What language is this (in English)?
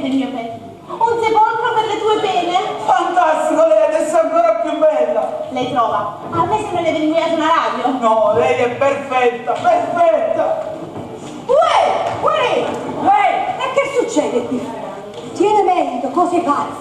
Neapolitan